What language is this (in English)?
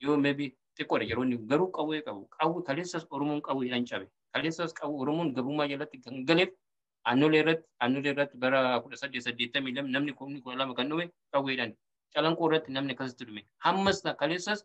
Oromo